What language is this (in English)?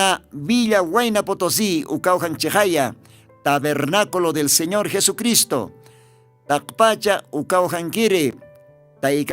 Aymara